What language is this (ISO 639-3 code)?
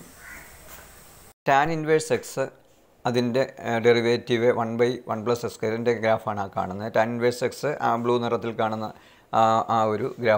mal